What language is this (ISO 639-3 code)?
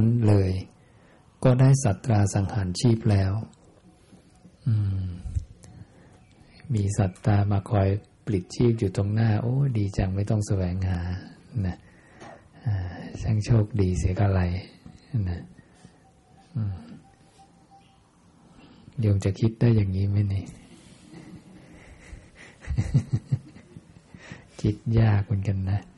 tha